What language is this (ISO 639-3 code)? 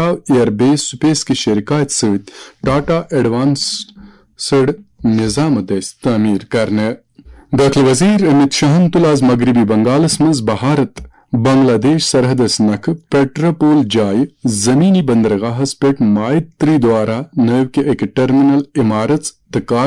kas